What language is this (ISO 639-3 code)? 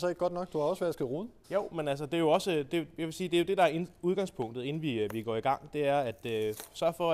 dan